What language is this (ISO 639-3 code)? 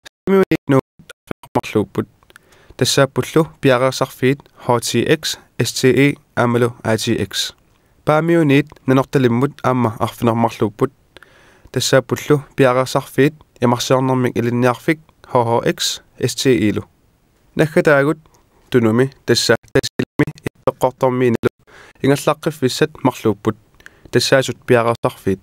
kal